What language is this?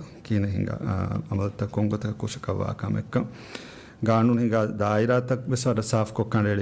Divehi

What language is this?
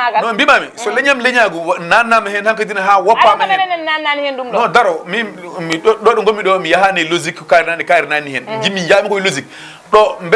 Fula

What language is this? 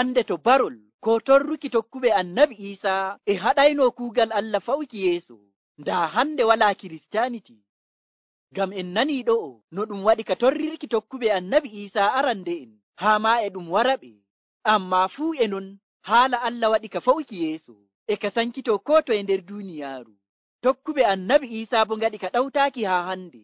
Nigerian Fulfulde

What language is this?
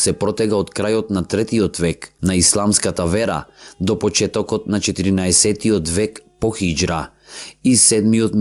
Macedonian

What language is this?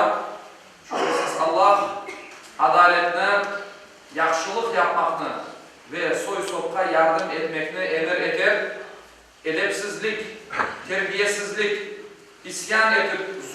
Crimean Tatar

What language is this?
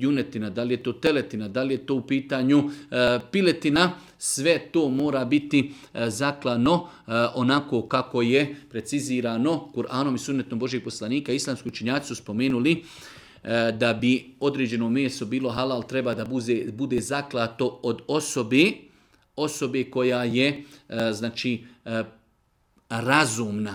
Bosnian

